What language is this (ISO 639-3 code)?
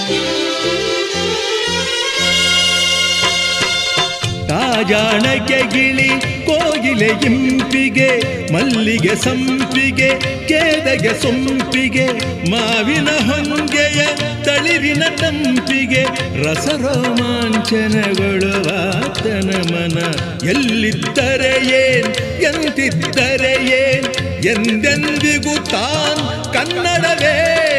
kan